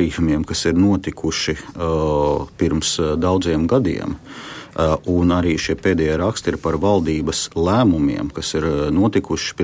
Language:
Latvian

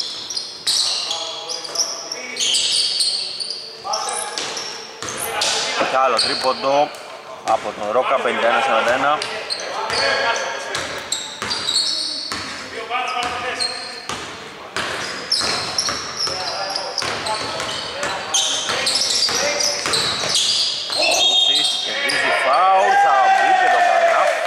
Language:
Greek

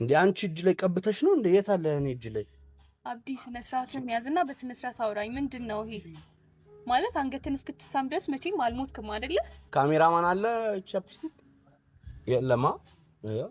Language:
Amharic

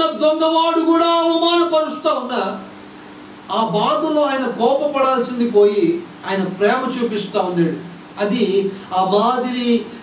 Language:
Telugu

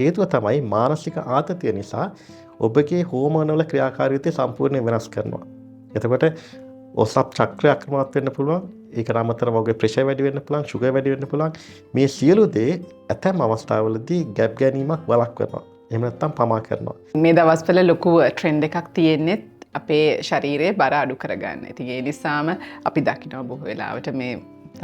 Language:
Sinhala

